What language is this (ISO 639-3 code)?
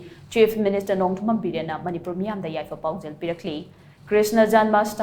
mni